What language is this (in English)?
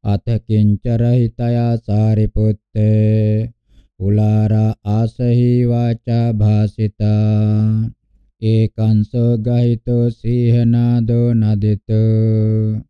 Pali